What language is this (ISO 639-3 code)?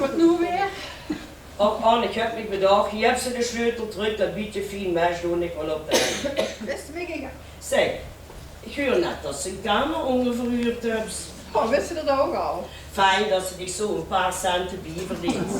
lim